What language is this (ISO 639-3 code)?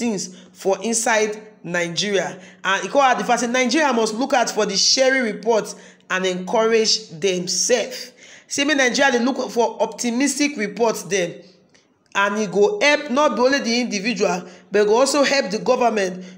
pcm